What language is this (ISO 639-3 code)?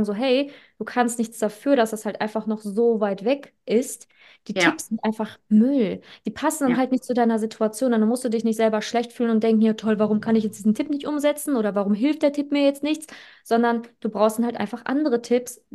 deu